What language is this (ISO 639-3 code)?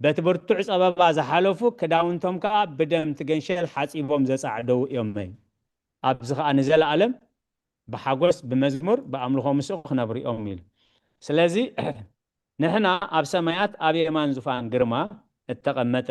tir